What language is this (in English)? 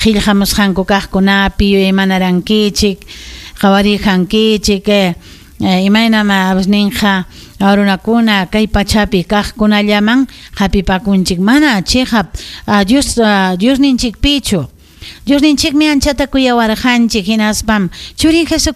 Ayacucho Quechua